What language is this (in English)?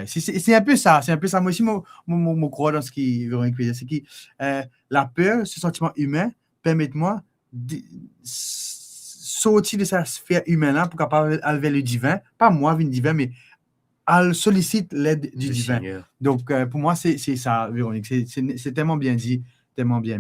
Morisyen